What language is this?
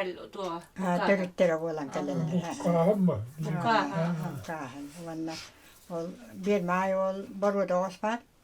Yakut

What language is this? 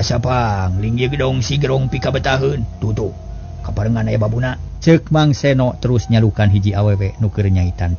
Sundanese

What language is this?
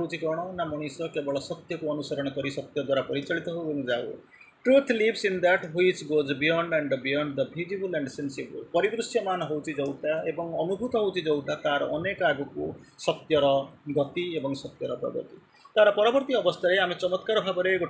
Odia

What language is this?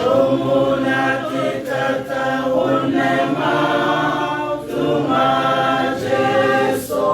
Tswana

